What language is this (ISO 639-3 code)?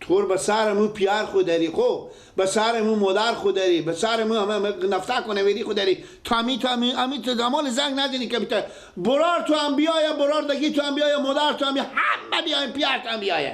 fas